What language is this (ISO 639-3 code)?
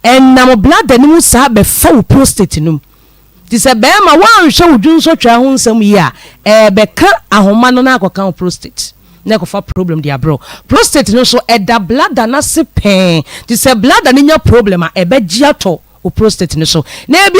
aka